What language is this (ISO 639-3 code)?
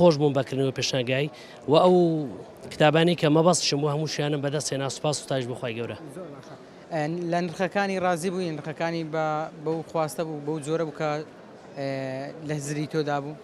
ckb